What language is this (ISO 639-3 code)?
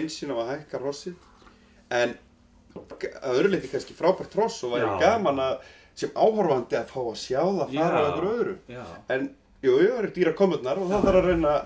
isl